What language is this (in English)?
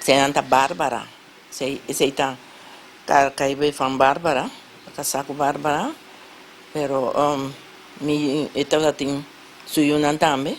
Papiamento